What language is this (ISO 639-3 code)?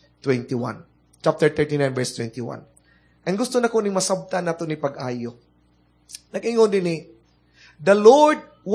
ceb